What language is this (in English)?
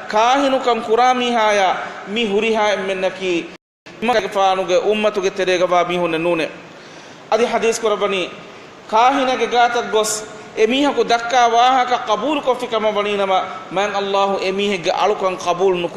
Divehi